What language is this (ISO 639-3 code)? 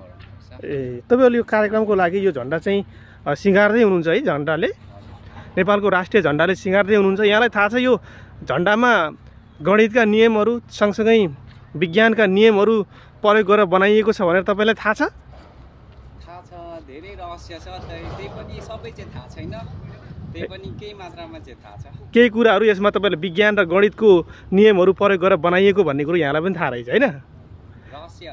nep